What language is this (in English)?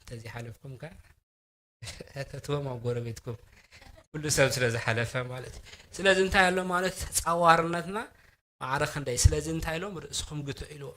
Tigrinya